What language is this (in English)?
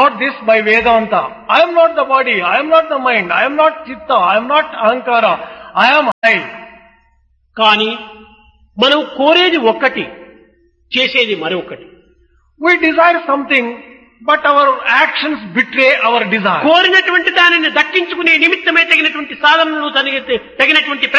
Telugu